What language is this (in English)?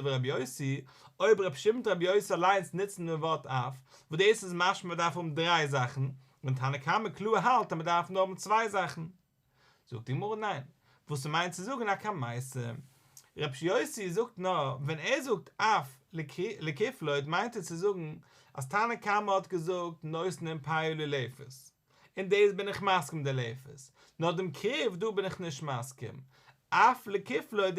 Yiddish